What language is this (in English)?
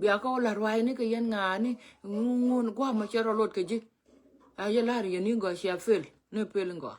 Nuer